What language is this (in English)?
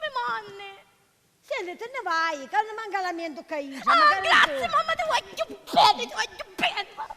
Sicilian